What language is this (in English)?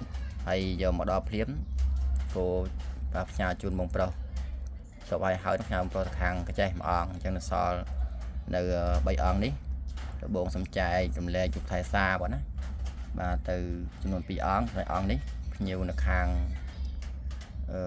Khmer